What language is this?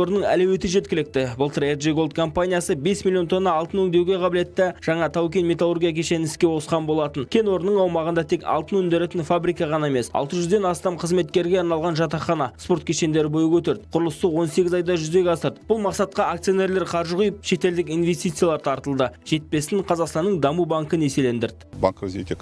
Kazakh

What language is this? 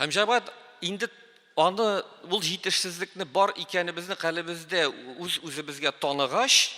Tatar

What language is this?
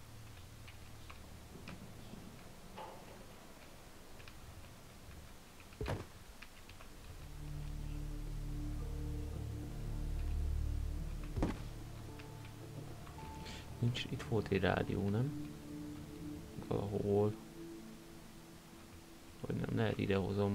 Hungarian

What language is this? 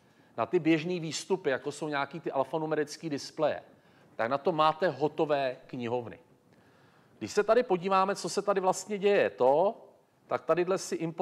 Czech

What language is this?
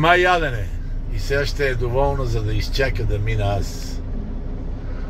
Bulgarian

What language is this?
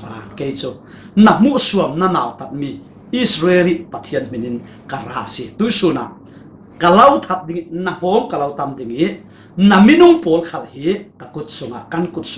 Falam Chin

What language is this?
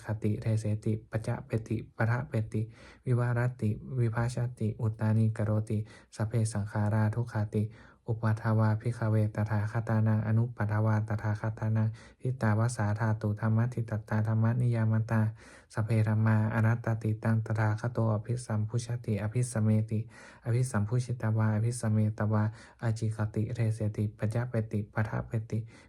Pali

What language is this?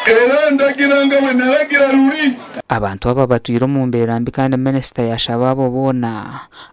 Nyankole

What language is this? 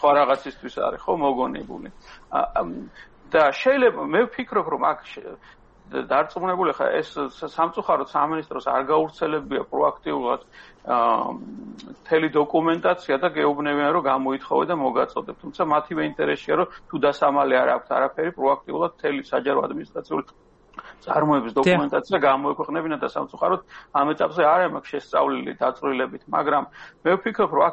Georgian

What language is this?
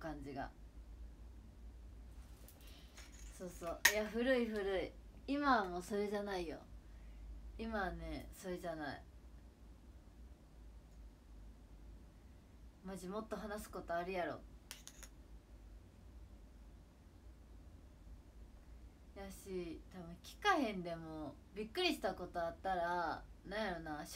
Japanese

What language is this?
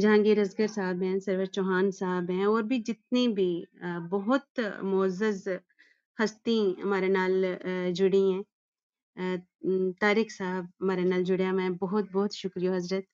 Gujari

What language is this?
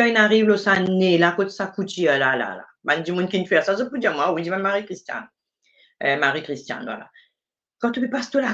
Morisyen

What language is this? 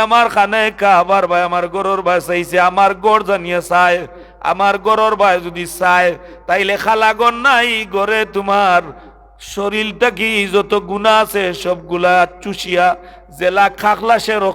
Sylheti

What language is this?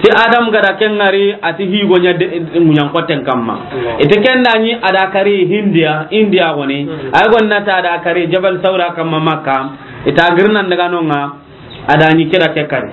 Soninke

